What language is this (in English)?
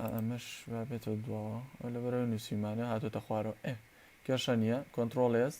Central Kurdish